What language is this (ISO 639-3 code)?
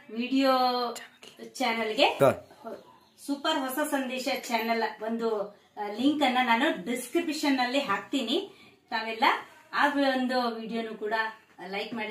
kan